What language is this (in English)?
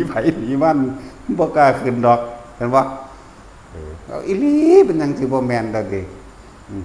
Northeastern Thai